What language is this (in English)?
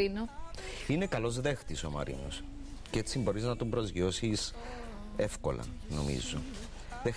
Greek